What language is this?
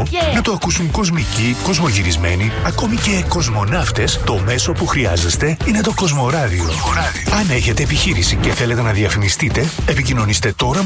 Greek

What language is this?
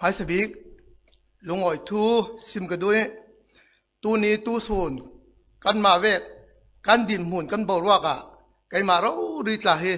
Falam Chin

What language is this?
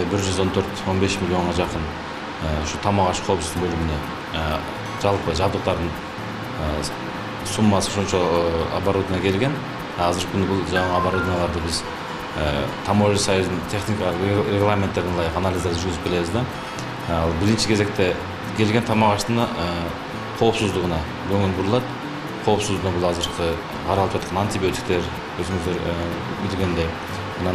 Kyrgyz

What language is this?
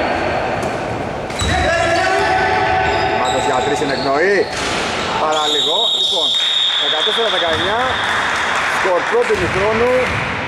Greek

